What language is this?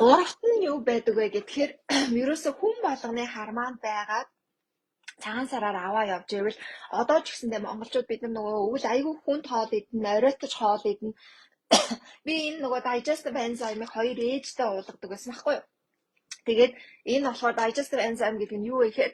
Mongolian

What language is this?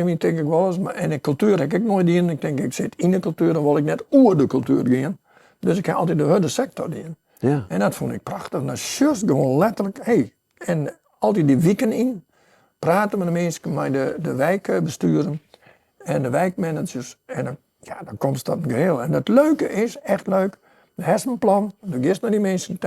Western Frisian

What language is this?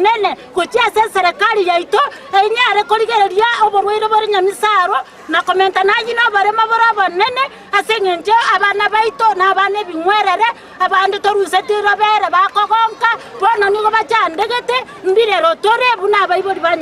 Gusii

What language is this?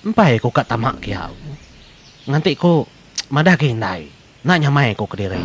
Iban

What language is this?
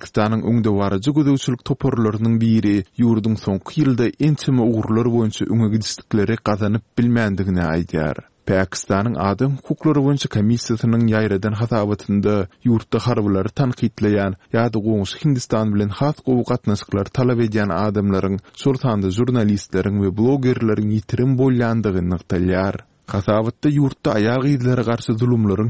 Turkmen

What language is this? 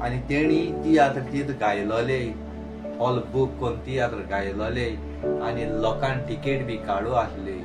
Konkani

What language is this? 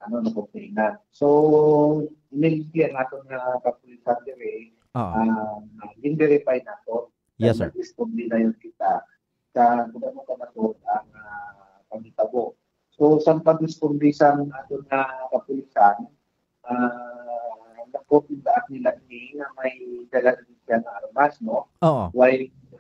Hiligaynon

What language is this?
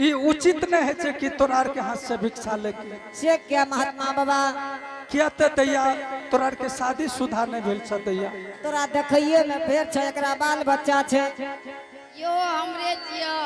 Angika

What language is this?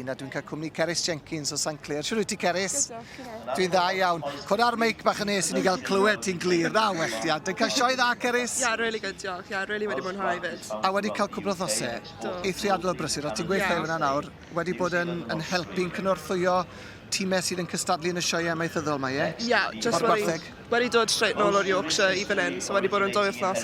Welsh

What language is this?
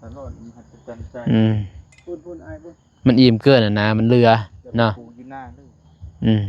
Lao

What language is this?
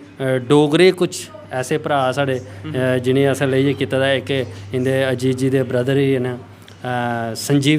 Dogri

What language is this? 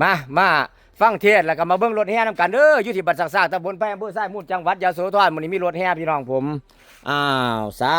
Northeastern Thai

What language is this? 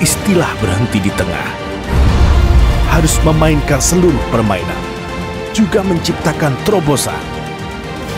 Indonesian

